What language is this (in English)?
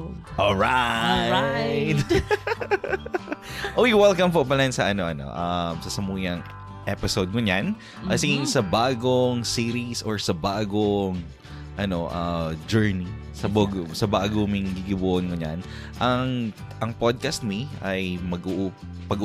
Bikol